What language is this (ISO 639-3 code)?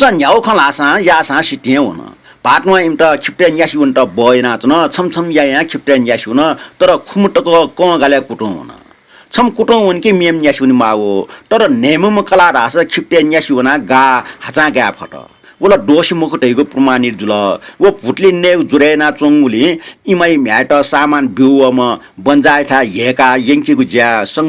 new